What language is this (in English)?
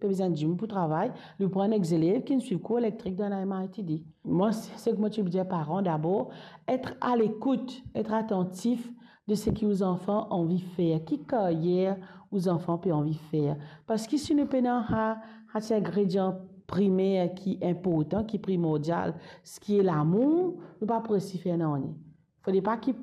Morisyen